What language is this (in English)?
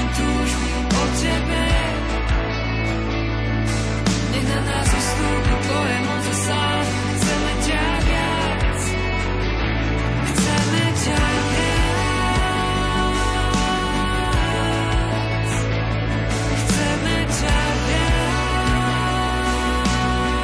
Slovak